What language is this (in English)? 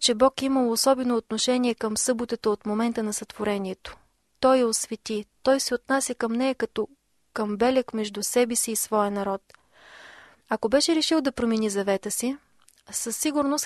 Bulgarian